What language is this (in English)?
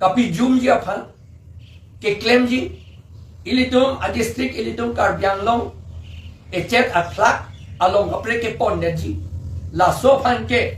Karbi